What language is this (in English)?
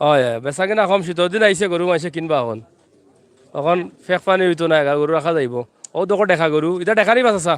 Sylheti